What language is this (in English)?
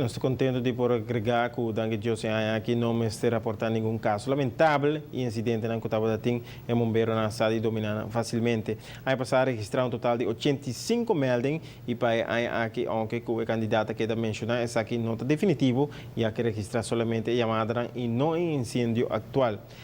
Papiamento